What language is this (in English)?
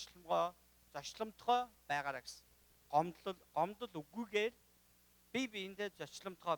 Mongolian